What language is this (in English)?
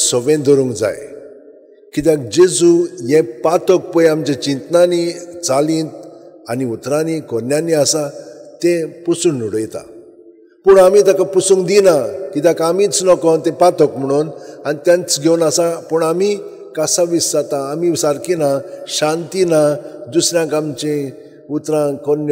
Konkani